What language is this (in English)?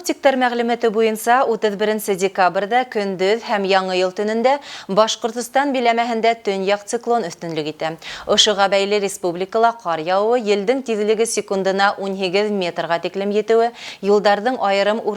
Bashkir